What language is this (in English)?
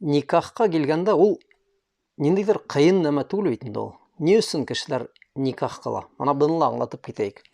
Bashkir